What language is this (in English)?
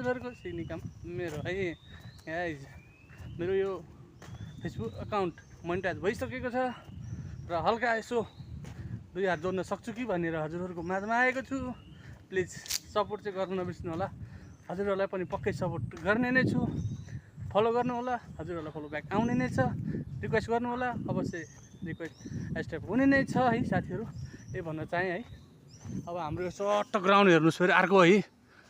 Nepali